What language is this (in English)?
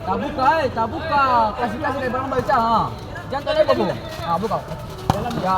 Ambonese Malay